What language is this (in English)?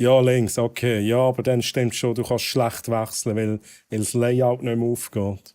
Swiss German